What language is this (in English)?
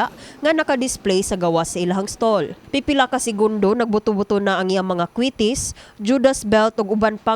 Cebuano